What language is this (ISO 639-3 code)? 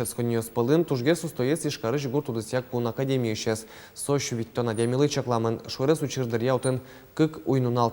udm